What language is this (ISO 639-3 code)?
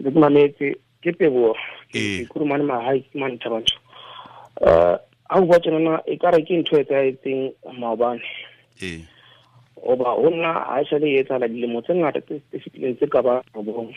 tsn